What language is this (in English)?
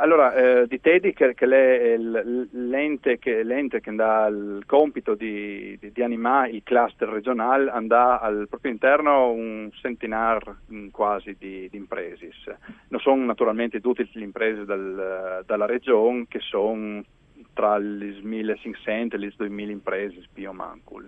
Friulian